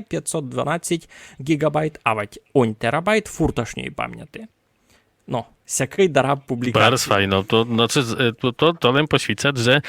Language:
Rusyn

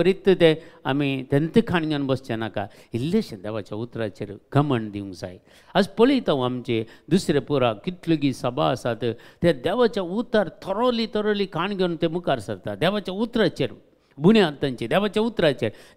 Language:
Konkani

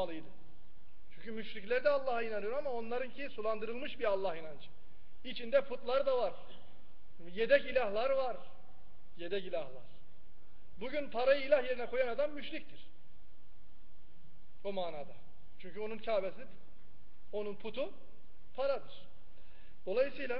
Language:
Turkish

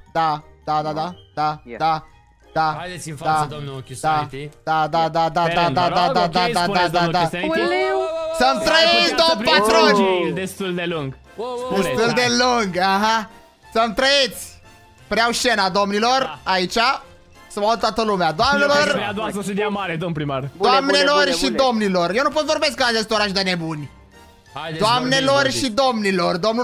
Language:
Romanian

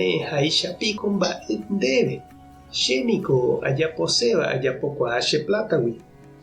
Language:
Guarani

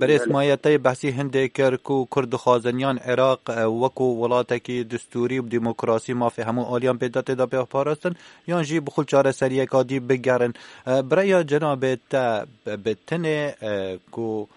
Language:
Kurdish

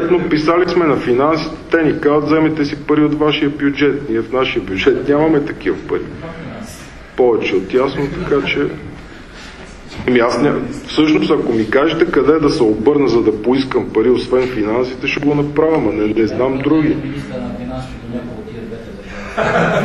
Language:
Bulgarian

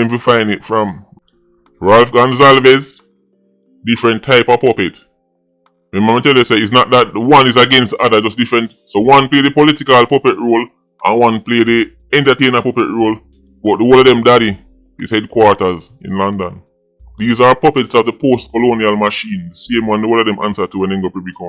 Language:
Jamaican Creole English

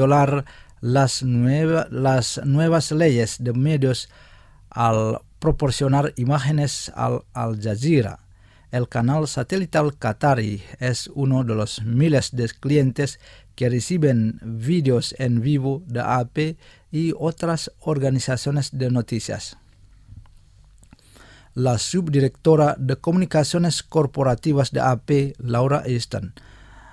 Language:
Spanish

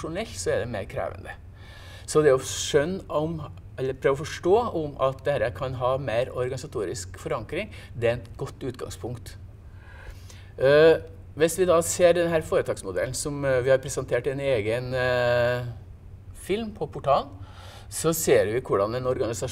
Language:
Norwegian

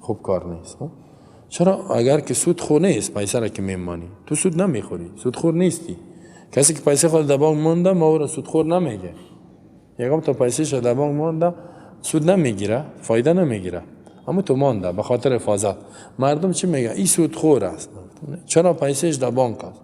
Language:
Persian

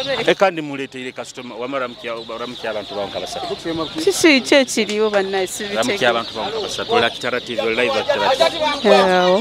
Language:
Nyoro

